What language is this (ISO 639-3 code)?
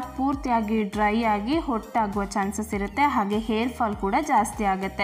kan